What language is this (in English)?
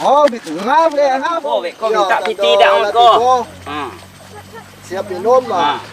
Minangkabau